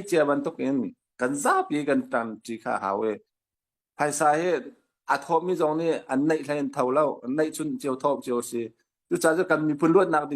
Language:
Hakha Chin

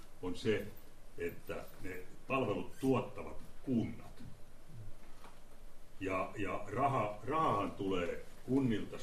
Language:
Finnish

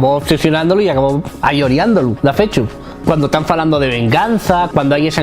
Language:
Asturian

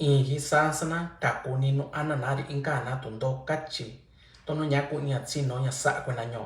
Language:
Mixtepec Mixtec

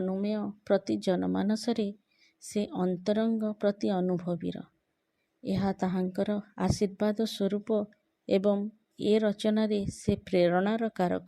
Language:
Odia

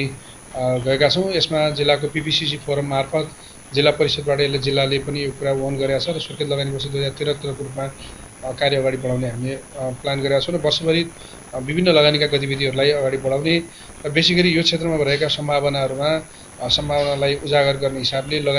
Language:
Nepali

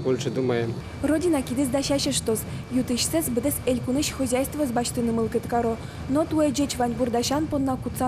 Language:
Udmurt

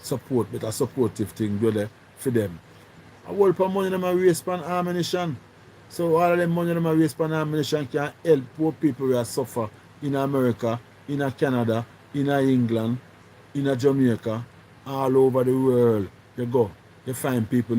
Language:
Jamaican Creole English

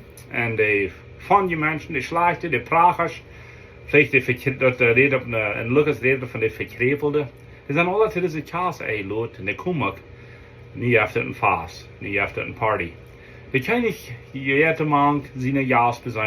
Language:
Plautdietsch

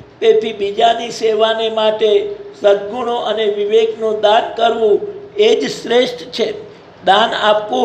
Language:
Gujarati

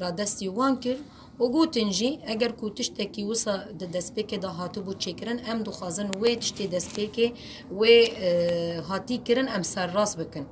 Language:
Kurdish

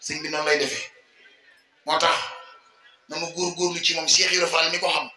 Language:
Wolof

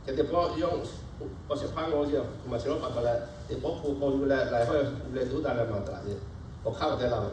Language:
Lahu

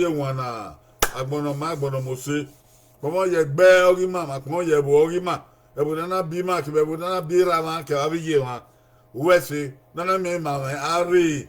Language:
Bini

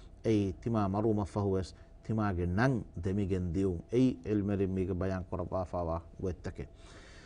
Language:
Divehi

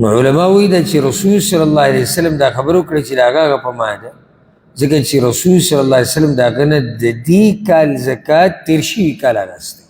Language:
Pashto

